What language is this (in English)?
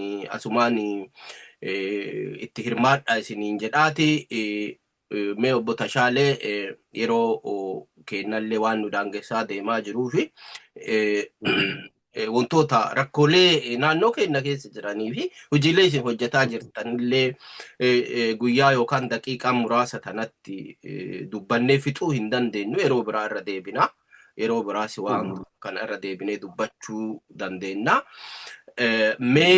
Oromo